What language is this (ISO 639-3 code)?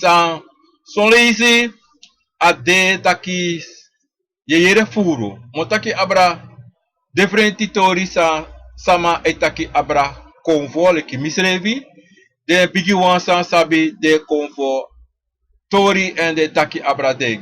srn